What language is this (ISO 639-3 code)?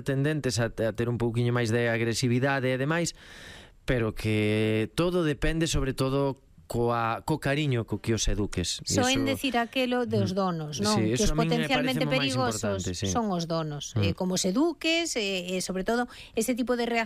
glg